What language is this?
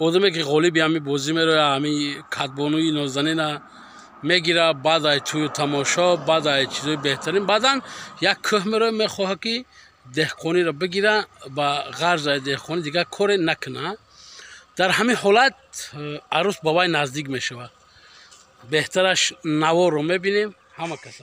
Tajik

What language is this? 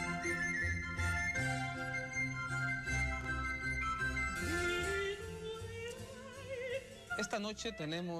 Spanish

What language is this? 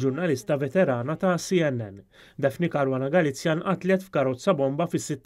Maltese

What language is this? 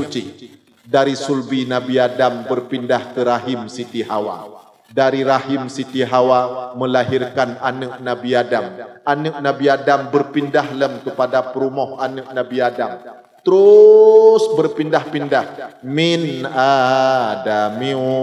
Achinese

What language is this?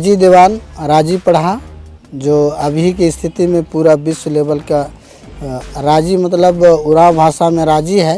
Sadri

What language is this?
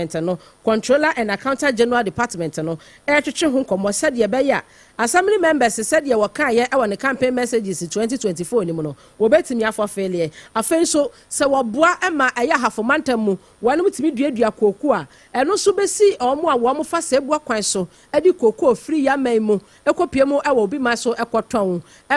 Akan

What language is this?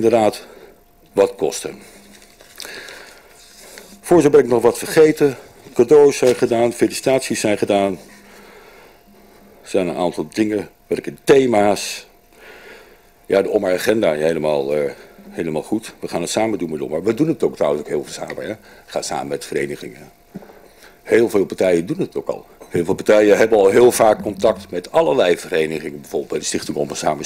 Dutch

